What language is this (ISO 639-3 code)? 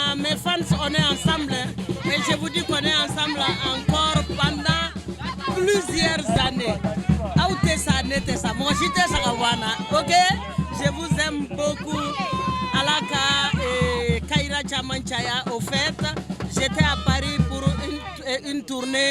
bam